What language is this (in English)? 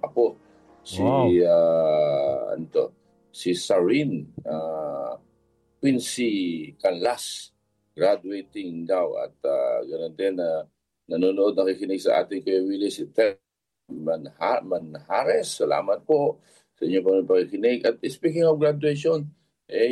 Filipino